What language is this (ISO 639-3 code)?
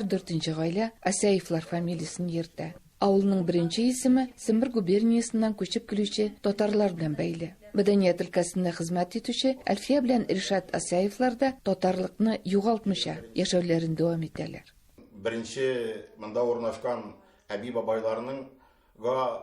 tat